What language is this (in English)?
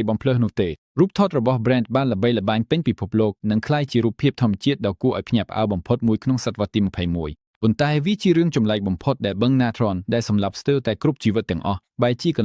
Khmer